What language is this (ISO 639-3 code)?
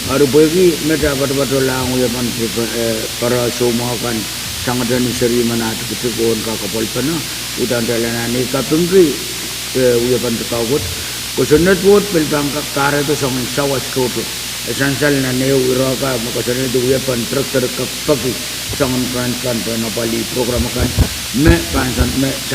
pon